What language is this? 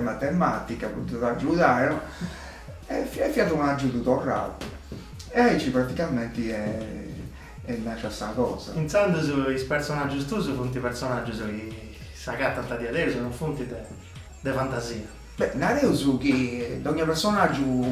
Sardinian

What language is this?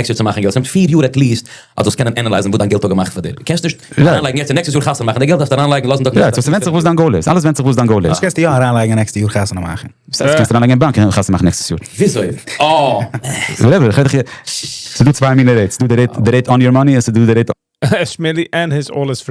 Yiddish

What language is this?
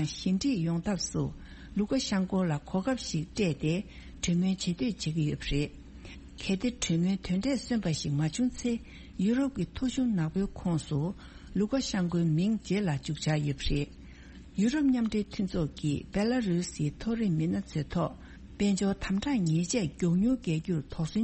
Tibetan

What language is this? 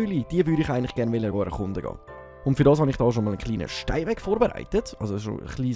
Swiss German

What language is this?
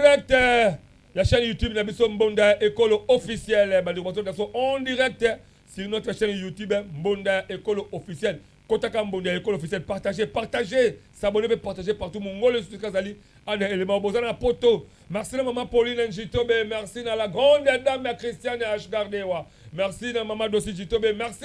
Lingala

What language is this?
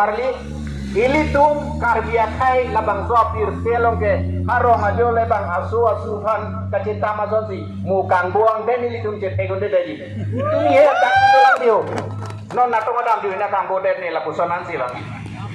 Karbi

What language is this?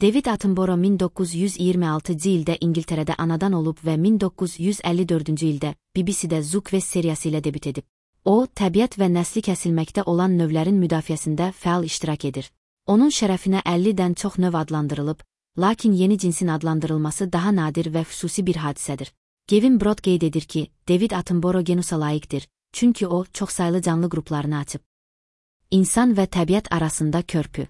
Azerbaijani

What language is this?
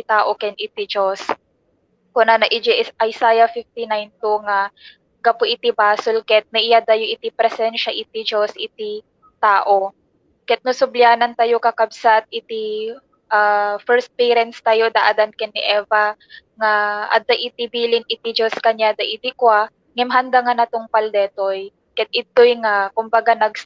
Iloko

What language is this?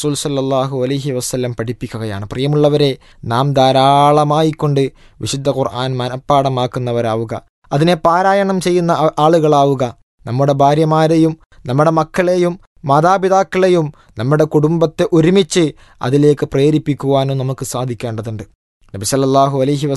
Malayalam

